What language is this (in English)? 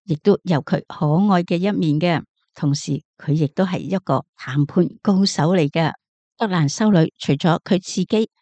Cantonese